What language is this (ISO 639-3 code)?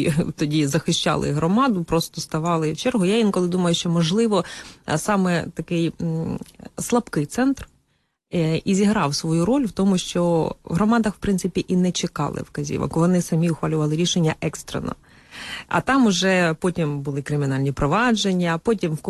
ukr